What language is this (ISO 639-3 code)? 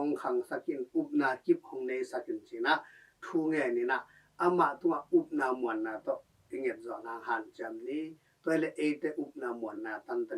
ctd